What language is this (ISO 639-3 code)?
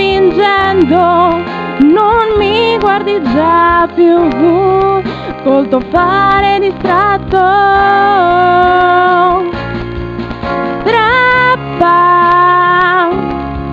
ita